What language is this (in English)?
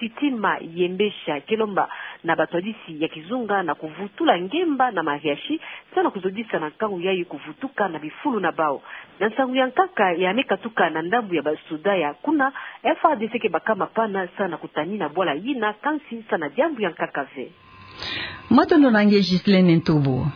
Kituba (Democratic Republic of Congo)